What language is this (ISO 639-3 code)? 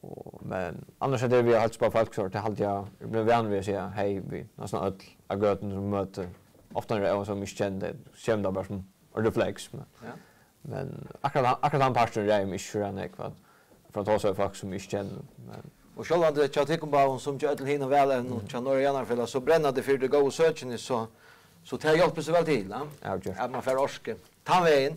fao